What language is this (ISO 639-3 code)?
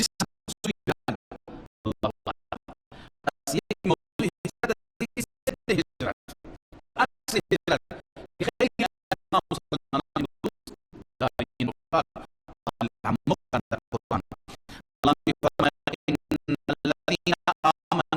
fas